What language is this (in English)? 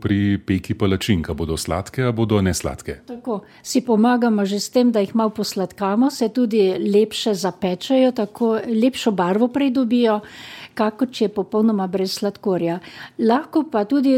Slovenian